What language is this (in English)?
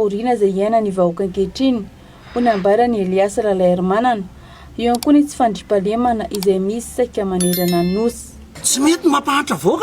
Malagasy